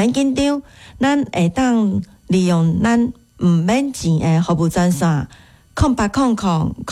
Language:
Min Nan Chinese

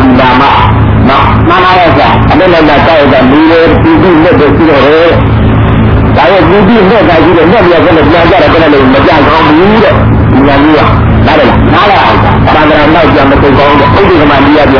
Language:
Burmese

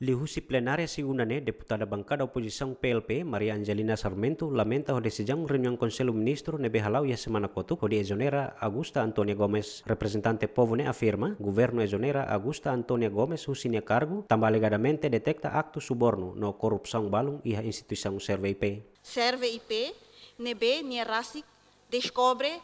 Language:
Tetum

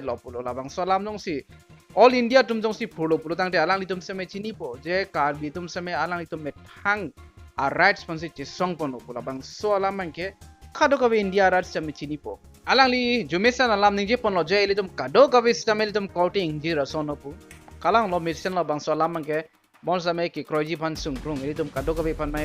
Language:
Karbi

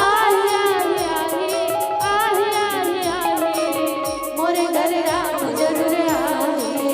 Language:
Chhattisgarhi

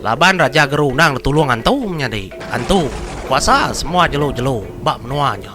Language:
Iban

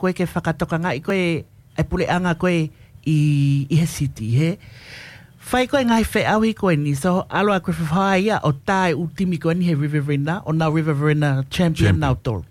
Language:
Tongan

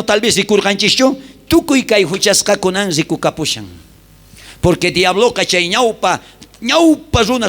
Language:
South Bolivian Quechua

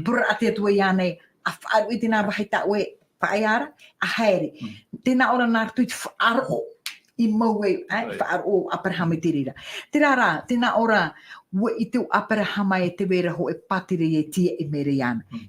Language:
Tahitian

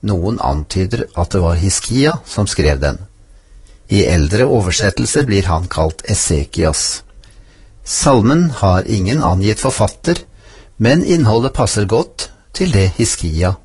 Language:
Norwegian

